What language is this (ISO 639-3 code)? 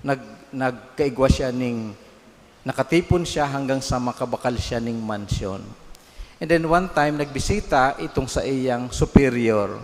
bik